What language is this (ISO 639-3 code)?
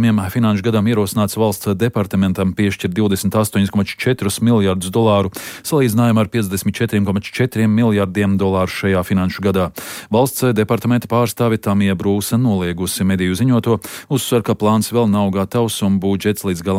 lav